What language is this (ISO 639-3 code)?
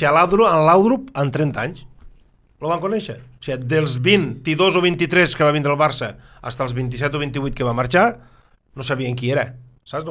cat